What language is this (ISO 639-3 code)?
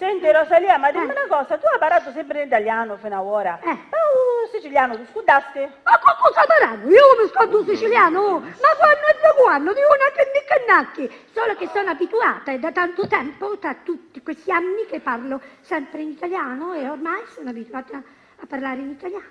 scn